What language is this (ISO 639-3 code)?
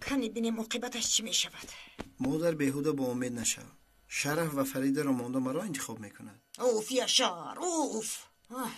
tgk